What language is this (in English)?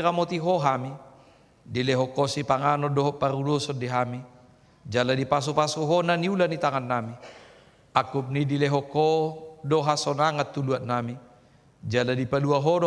Batak Toba